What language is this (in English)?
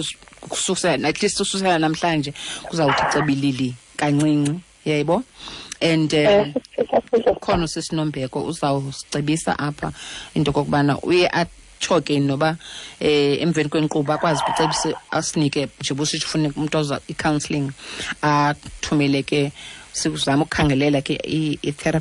Xhosa